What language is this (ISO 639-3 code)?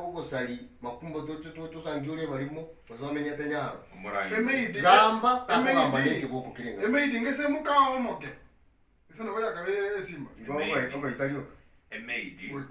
guz